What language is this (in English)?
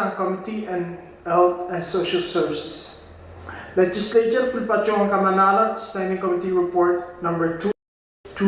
Pohnpeian